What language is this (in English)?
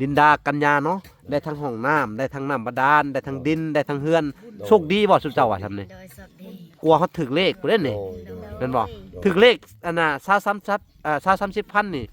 Lao